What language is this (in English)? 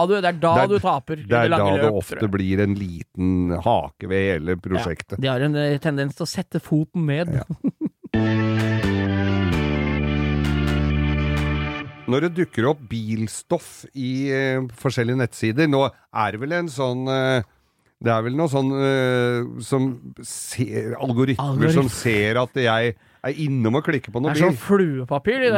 Norwegian